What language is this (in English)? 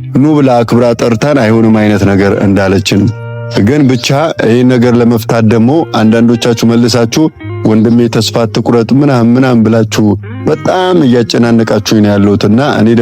Amharic